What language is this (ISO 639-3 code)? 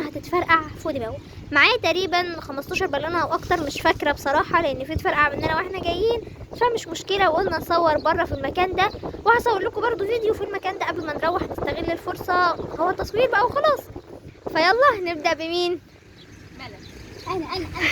arz